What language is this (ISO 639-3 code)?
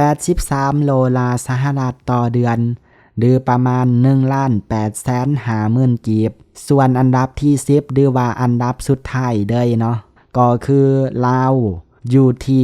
lao